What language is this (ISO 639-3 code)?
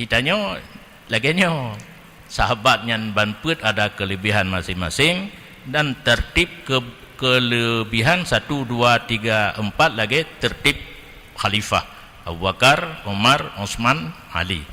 ace